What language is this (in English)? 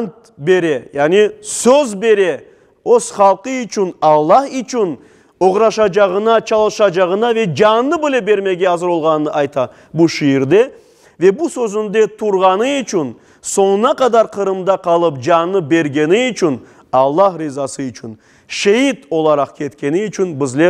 Crimean Tatar